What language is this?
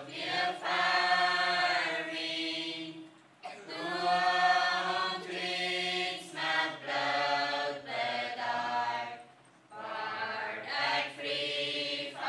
Plautdietsch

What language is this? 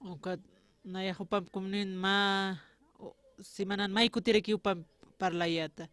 Aymara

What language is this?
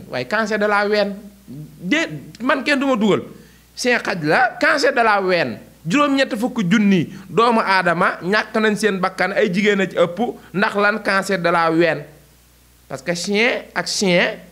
Wolof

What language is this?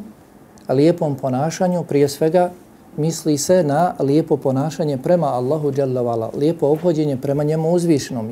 Bosnian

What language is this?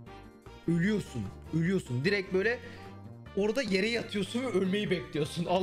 Turkish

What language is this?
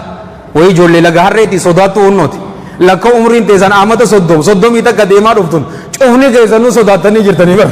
Oromo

